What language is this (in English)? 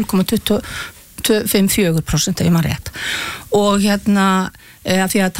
Icelandic